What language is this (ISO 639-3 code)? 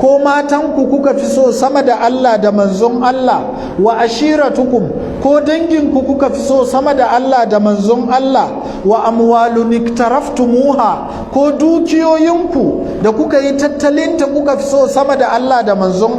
hau